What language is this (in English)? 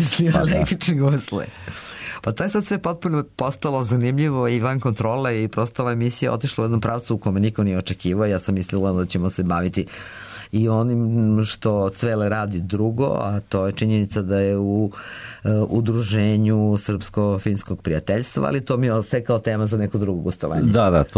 Serbian